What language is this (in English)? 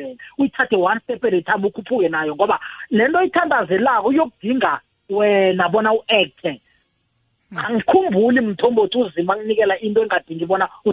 South Ndebele